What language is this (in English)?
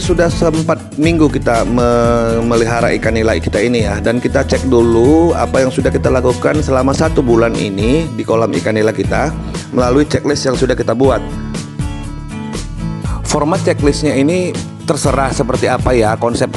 Indonesian